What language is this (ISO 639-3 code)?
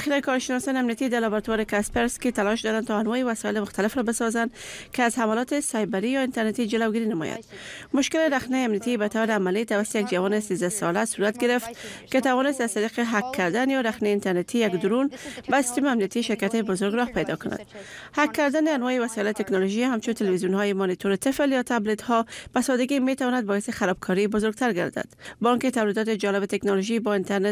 fas